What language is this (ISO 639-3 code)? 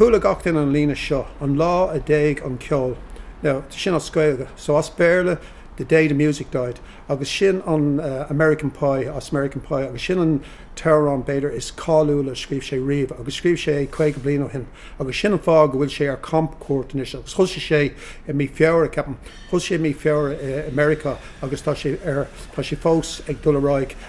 gle